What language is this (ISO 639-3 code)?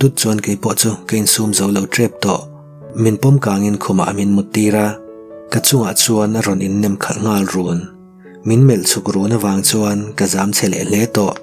lus